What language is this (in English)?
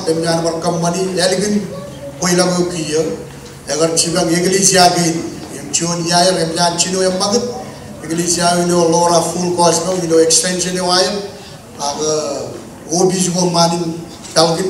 Marshallese